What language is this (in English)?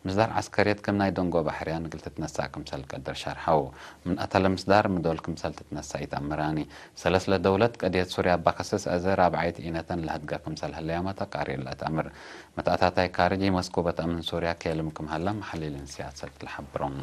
Tigre